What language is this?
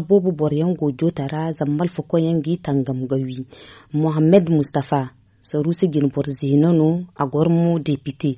Zarma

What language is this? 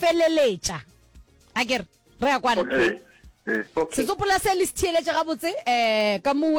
Northern Sotho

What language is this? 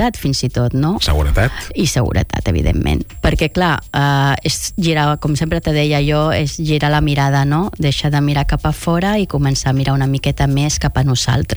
Catalan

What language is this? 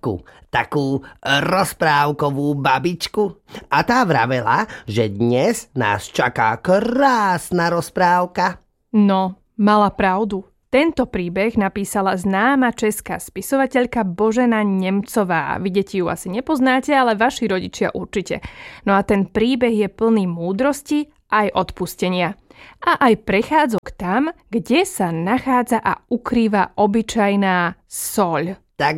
Slovak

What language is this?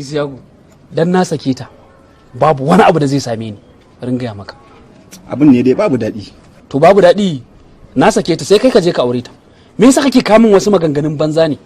Hausa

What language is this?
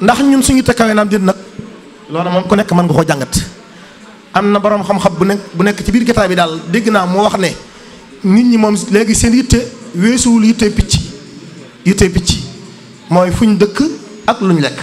Wolof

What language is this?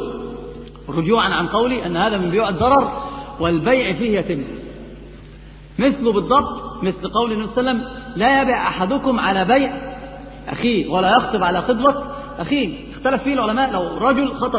Arabic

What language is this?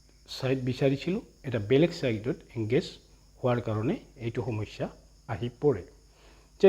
Assamese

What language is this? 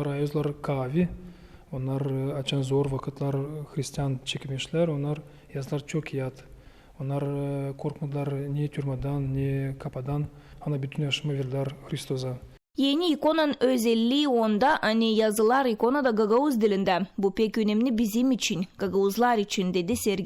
Gagauz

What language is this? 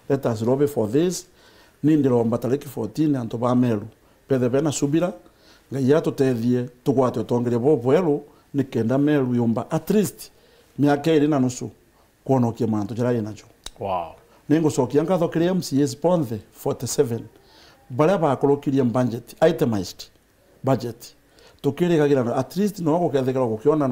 Meru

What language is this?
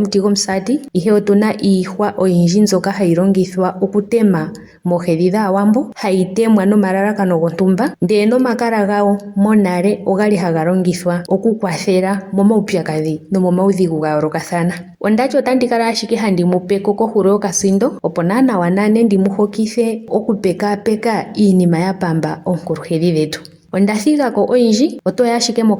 Ndonga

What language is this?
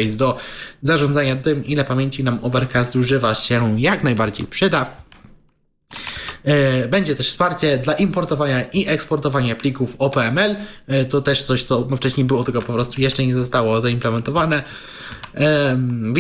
Polish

